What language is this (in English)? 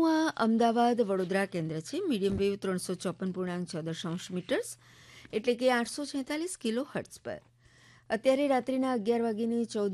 Gujarati